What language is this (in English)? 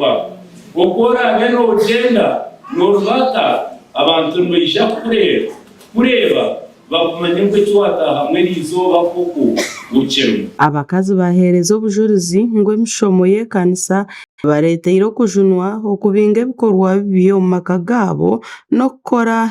Nyankole